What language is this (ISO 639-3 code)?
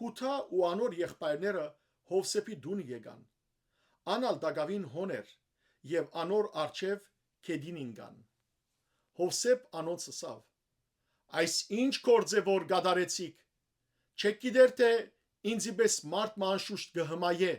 hyw